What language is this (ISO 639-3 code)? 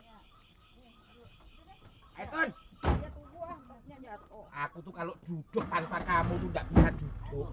bew